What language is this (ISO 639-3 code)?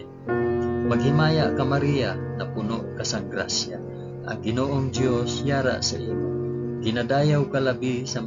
hil